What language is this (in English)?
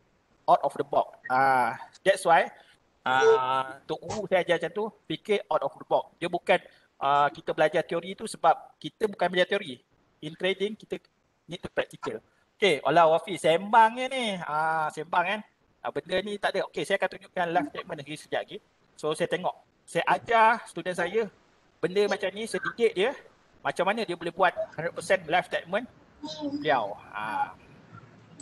Malay